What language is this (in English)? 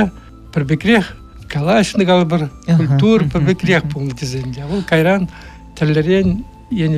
Chuvash